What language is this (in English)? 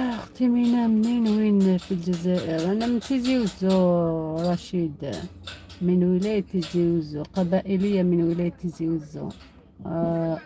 Algerian Arabic